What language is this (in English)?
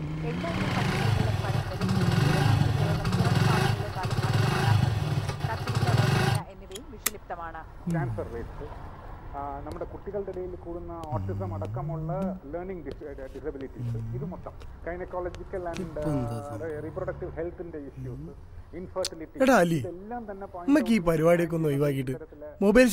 Malayalam